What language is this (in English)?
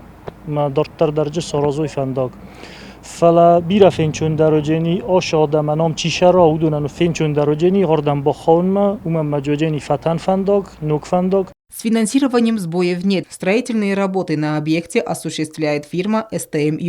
Ossetic